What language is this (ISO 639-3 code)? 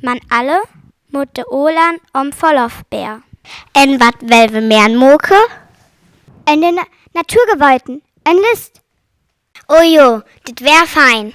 frr